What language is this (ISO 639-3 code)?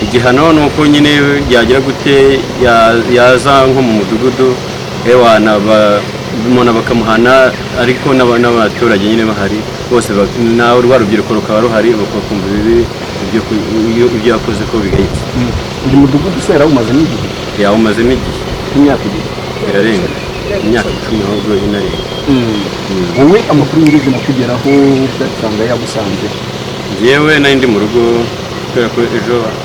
kin